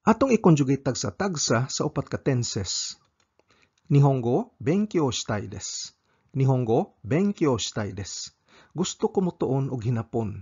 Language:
Cebuano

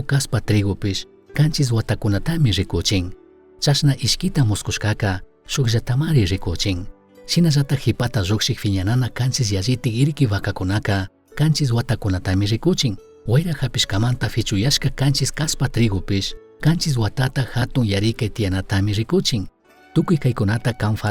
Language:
Chimborazo Highland Quichua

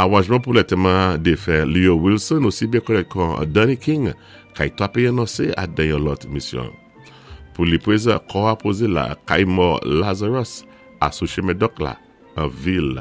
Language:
Saint Lucian Creole French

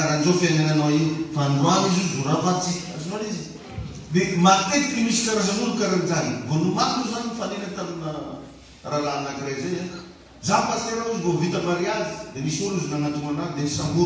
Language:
Malagasy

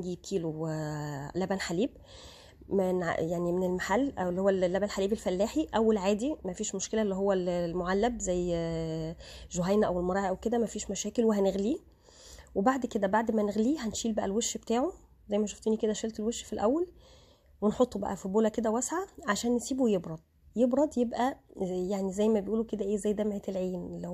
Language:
Egyptian Arabic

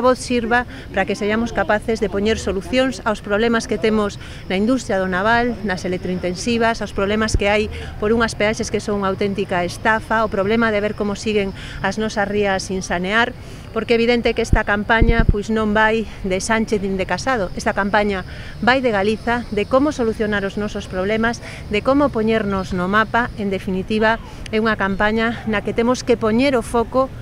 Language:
Galician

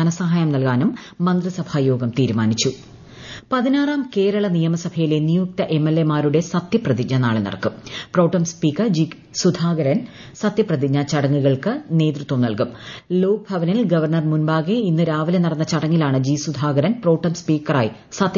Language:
Malayalam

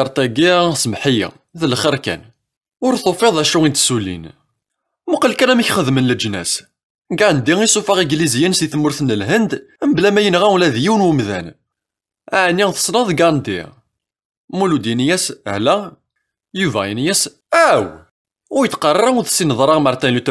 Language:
Kabyle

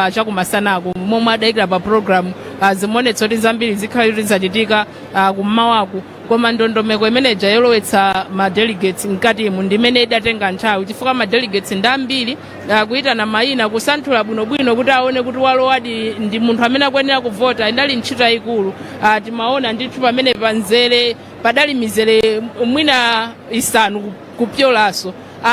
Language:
Nyanja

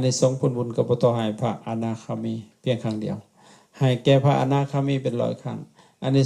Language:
Lao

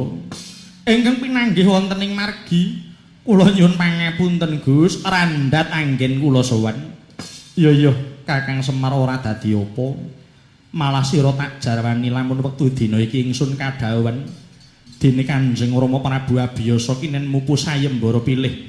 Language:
Javanese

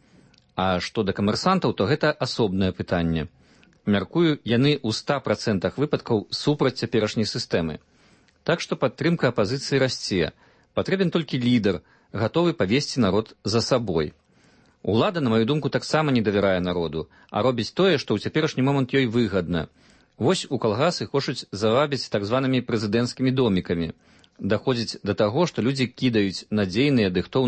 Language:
Belarusian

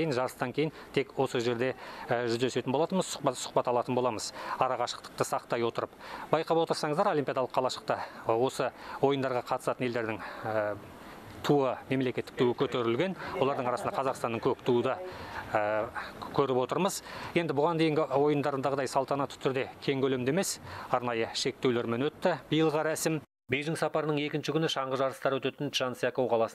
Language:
Kazakh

